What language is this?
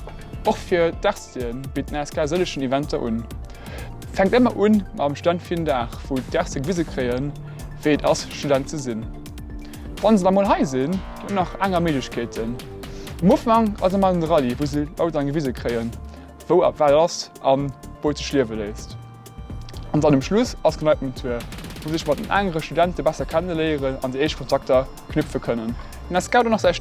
Luxembourgish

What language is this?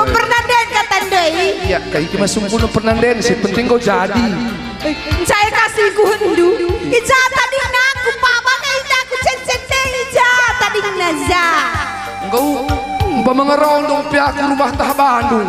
Batak Karo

